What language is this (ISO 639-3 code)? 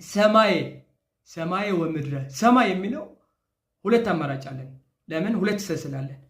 amh